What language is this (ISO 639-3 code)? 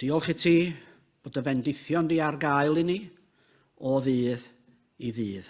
cym